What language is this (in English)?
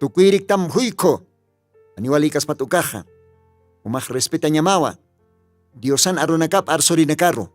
Aymara